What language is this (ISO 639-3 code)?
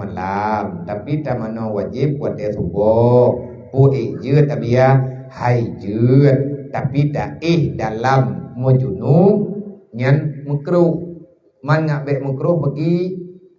ace